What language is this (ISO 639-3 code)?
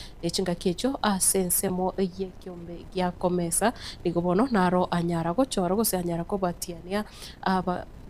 guz